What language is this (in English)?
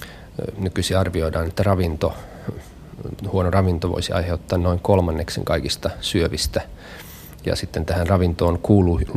Finnish